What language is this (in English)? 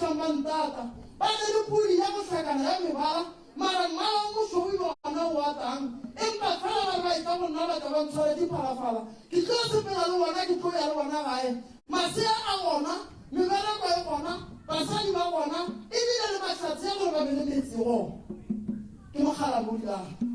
Northern Sotho